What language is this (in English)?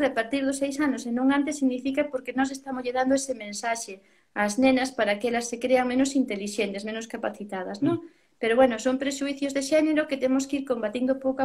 Galician